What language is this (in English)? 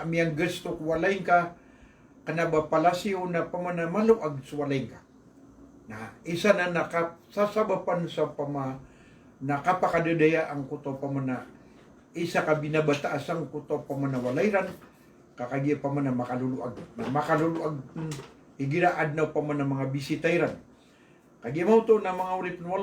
Maranao